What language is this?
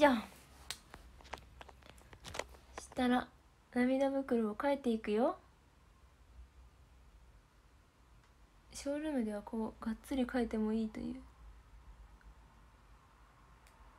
Japanese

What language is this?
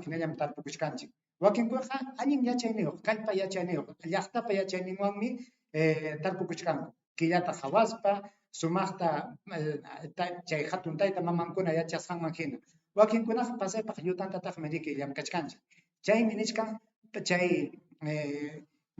Ayacucho Quechua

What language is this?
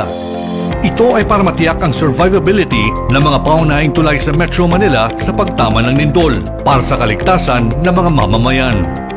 Filipino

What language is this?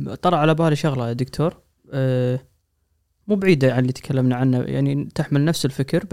Gulf Arabic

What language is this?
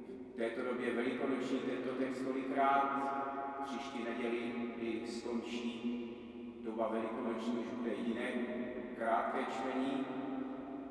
Czech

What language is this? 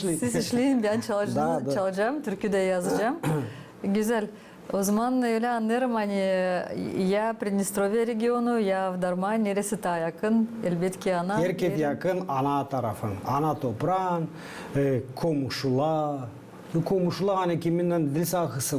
Gagauz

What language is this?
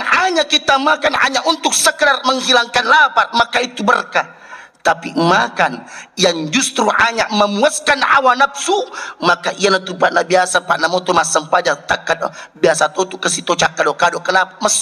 Buginese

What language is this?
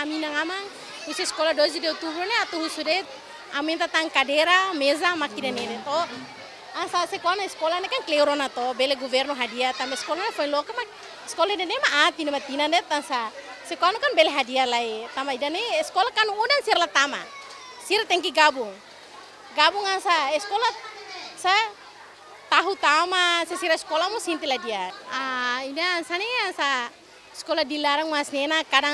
Tetum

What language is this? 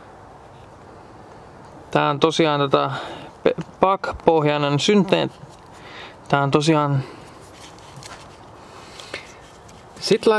Finnish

